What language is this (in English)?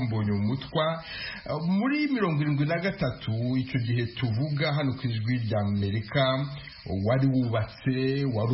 Kinyarwanda